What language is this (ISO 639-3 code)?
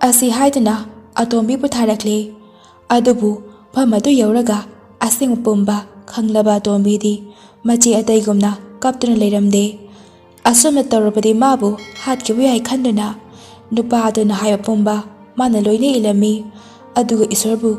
mni